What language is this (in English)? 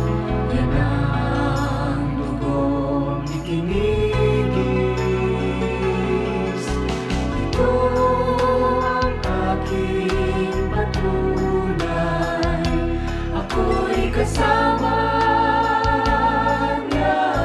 Filipino